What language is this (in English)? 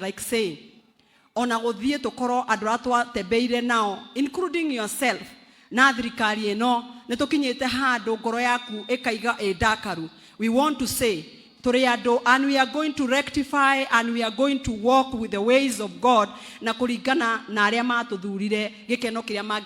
Kikuyu